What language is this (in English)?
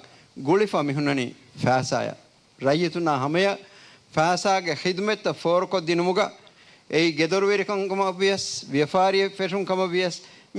Divehi